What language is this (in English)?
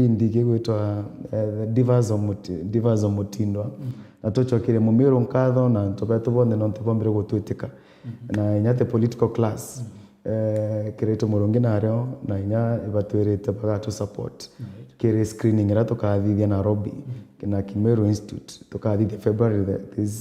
Meru